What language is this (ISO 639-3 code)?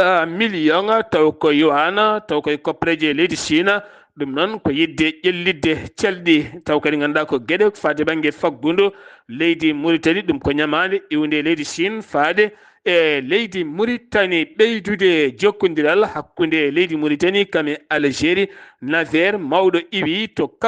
ful